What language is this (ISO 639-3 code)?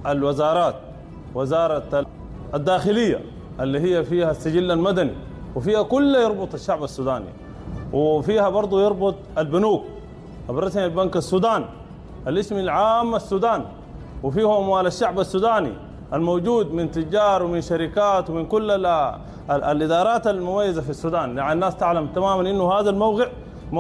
apd